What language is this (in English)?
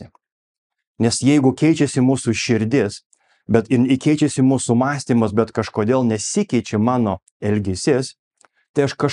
Lithuanian